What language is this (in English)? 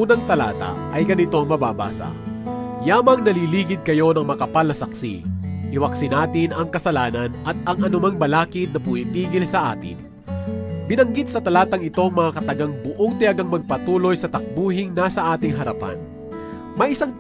Filipino